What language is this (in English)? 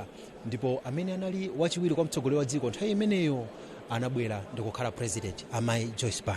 Nyanja